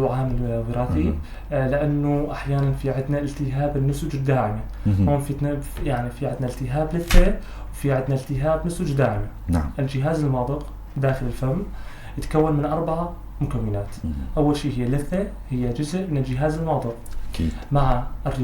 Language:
North Levantine Arabic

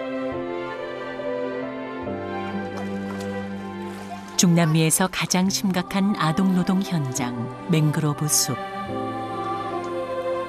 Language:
Korean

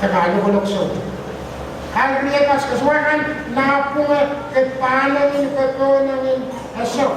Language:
Pohnpeian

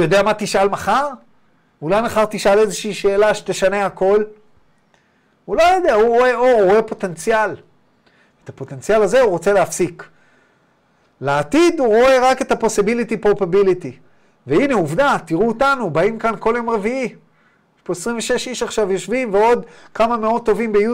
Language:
Hebrew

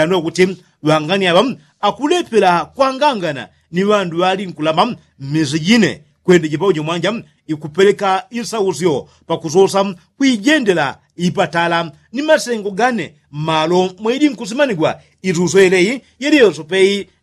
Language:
Yao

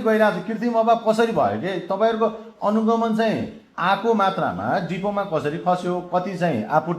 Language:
Nepali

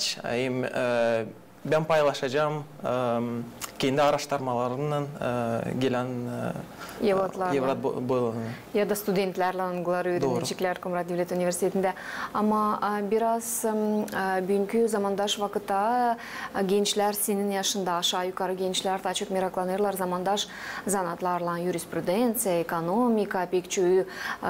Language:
Gagauz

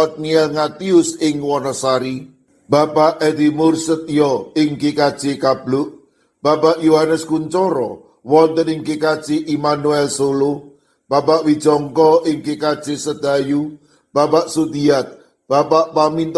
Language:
Javanese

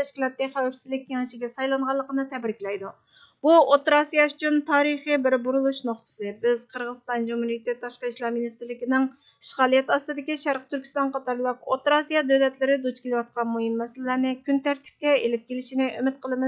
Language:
Uyghur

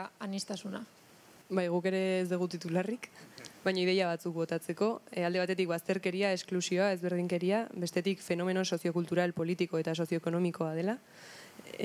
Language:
Basque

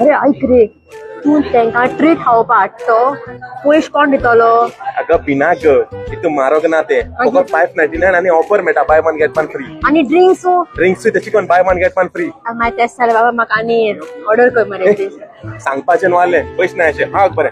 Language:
Konkani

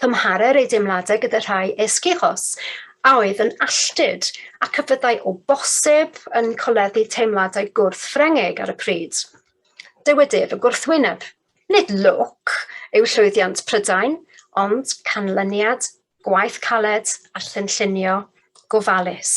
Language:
Welsh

